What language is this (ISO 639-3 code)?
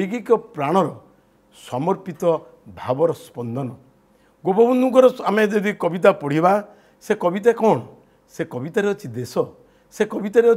ori